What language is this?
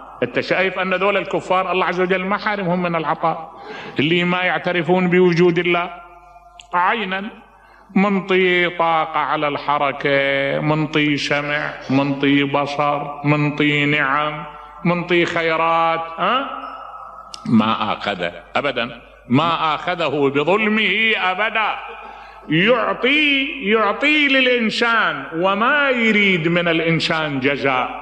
Mesopotamian Arabic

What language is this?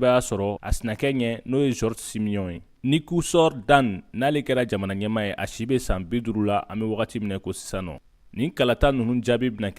Bambara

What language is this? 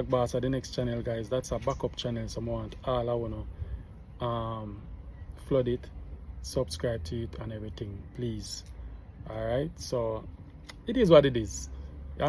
Jamaican Creole English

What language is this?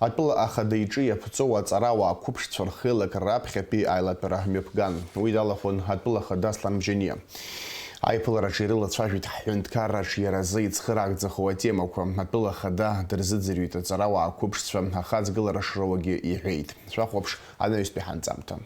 Abkhazian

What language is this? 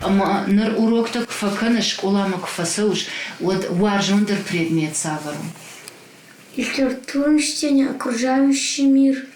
Ossetic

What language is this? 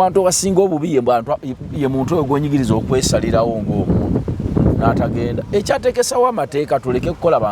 Ganda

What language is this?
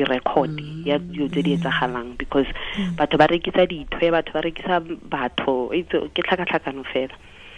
Tswana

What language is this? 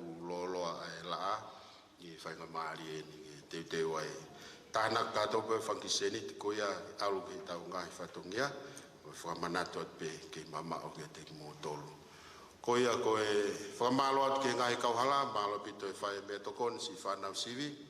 Tongan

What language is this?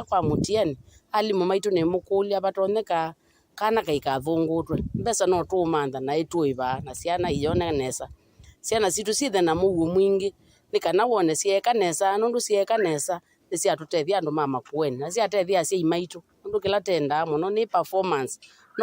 Kamba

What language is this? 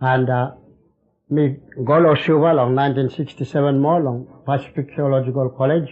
Bislama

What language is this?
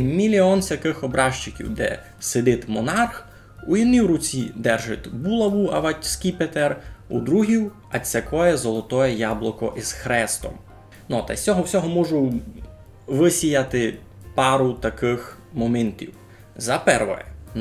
Rusyn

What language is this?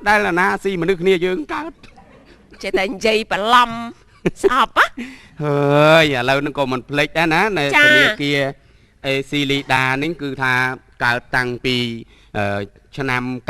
Khmer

